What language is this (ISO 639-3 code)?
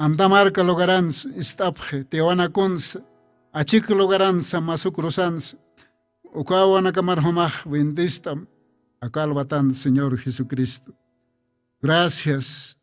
aym